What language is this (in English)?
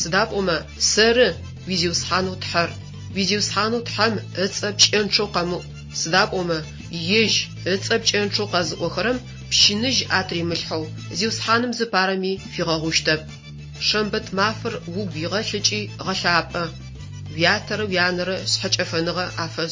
Adyghe